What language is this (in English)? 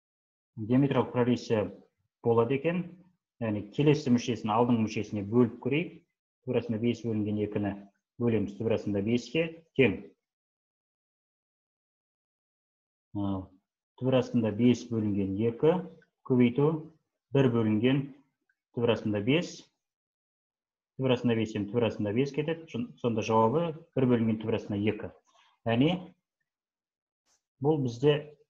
Kazakh